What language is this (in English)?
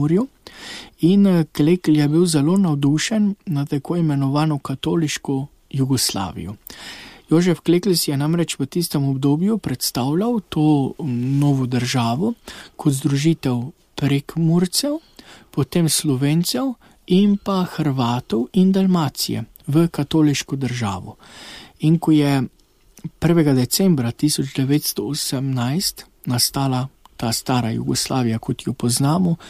Slovenian